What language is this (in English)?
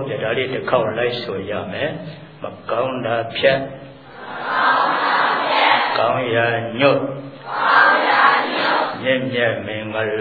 Burmese